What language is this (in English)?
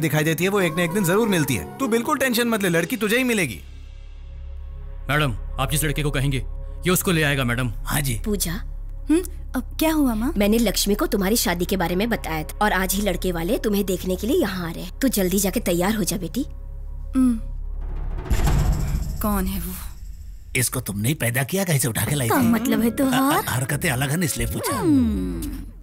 Hindi